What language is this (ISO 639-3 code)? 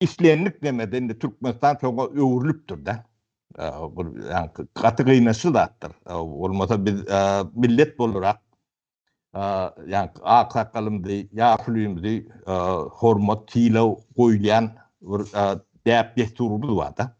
tuk